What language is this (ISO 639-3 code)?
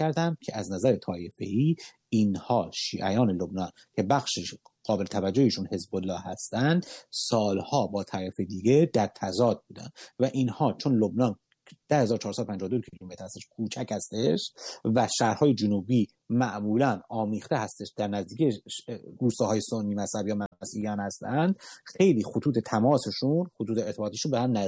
fas